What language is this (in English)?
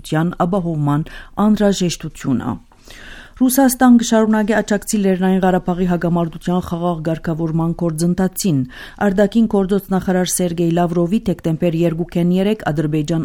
Armenian